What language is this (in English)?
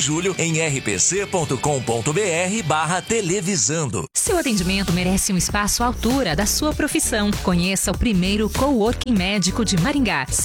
Portuguese